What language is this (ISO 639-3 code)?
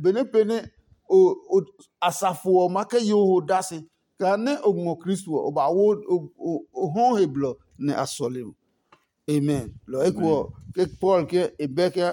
ada